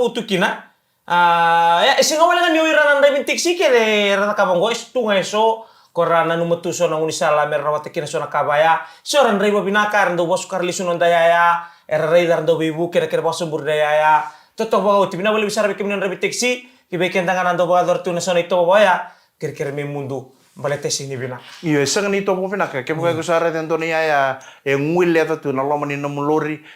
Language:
Fijian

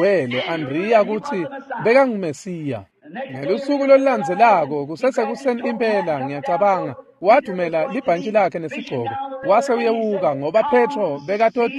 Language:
Swati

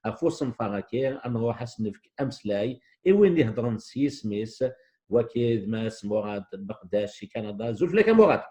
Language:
Kabyle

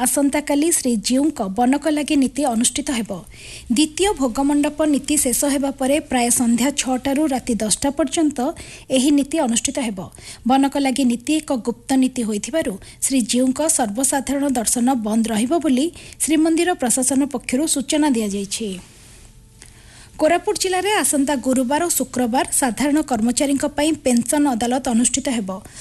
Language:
Odia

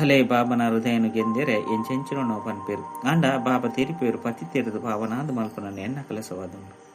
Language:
Tulu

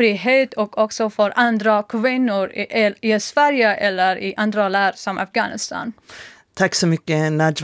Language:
Swedish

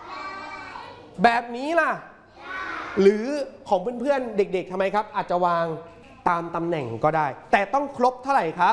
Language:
Thai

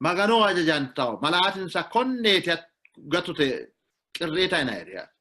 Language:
Sidamo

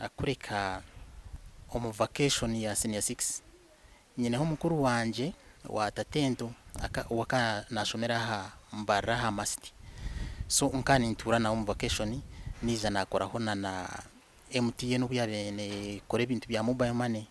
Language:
Nyankole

